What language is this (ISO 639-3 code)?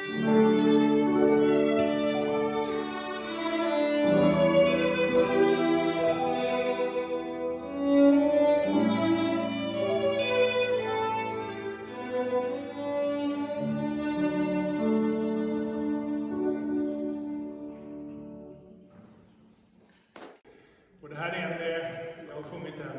swe